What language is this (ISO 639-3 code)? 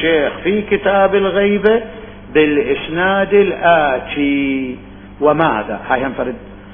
acm